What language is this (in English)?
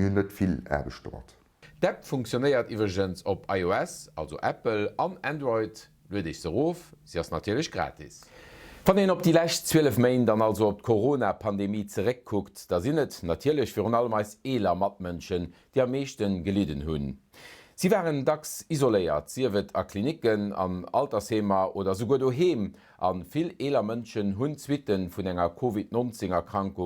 Luxembourgish